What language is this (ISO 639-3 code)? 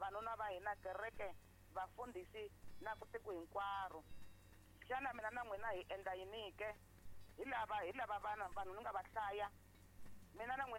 tso